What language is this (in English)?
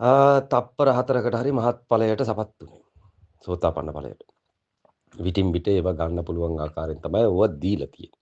Sinhala